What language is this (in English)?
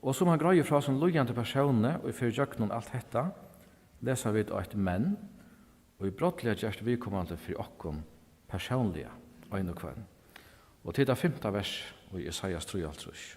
Faroese